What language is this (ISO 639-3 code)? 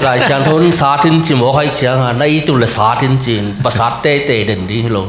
ctd